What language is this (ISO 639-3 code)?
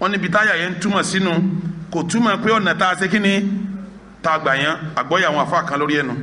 yor